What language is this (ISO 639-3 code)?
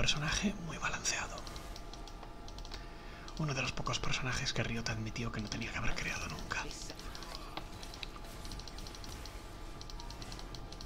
spa